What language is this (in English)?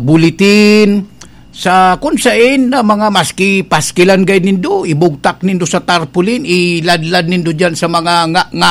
Bikol